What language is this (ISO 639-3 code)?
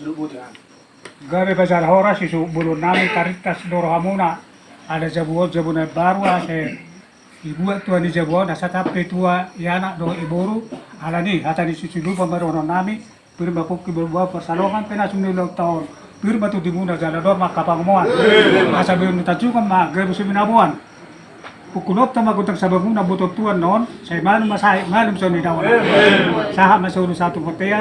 bbc